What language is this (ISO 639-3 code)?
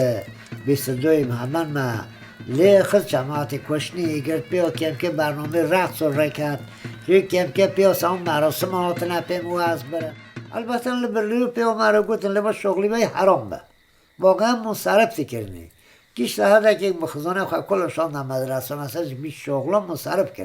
kur